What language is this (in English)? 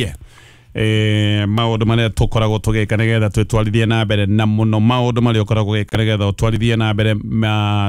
Kikuyu